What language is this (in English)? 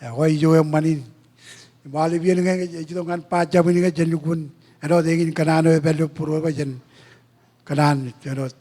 Marshallese